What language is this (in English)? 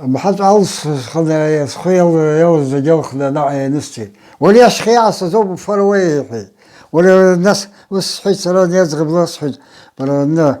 Abkhazian